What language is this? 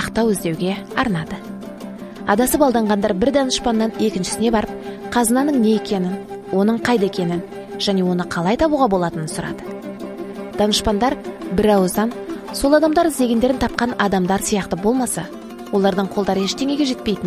Kazakh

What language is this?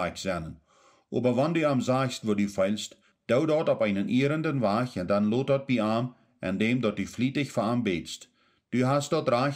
Plautdietsch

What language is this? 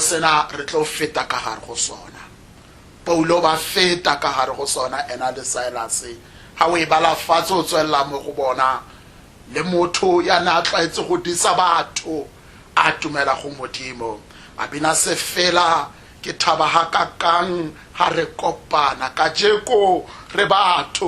Tswana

